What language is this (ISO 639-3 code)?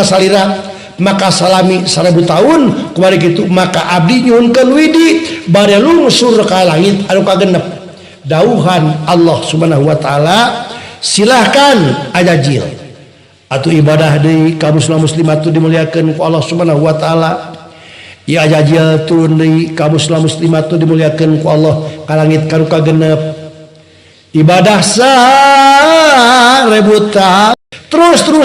sun